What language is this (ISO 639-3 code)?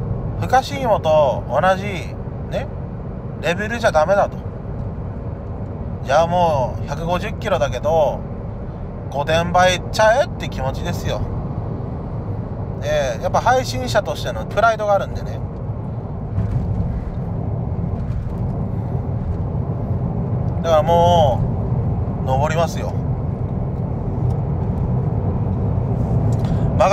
jpn